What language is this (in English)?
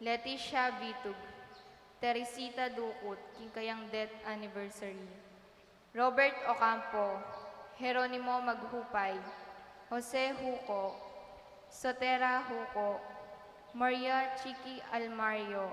Pampanga